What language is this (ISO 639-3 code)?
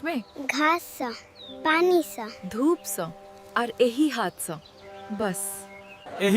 mai